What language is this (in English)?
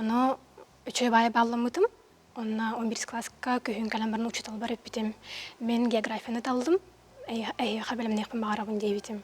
Yakut